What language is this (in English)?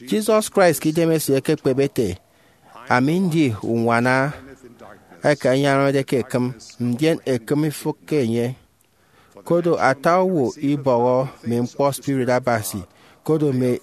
Efik